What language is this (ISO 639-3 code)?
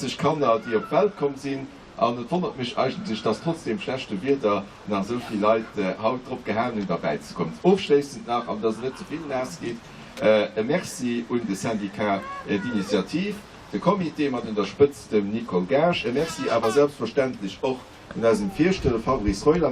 ltz